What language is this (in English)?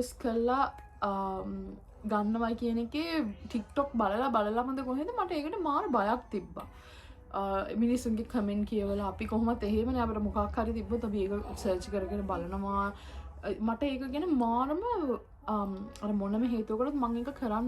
Sinhala